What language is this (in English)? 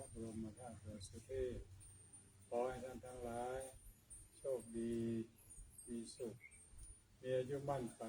Pali